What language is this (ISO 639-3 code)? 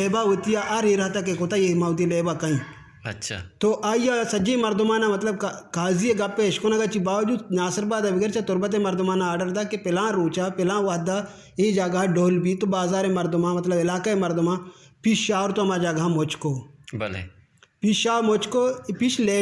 bgp